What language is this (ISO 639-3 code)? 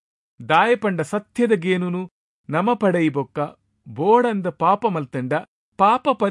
tcy